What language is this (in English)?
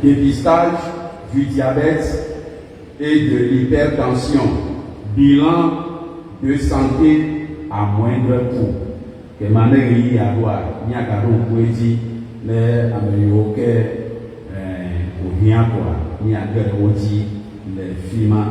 Ewe